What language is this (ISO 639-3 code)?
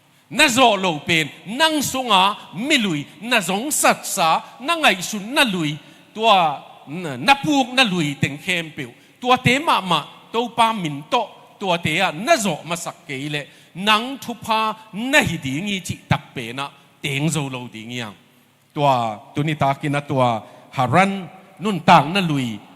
ctd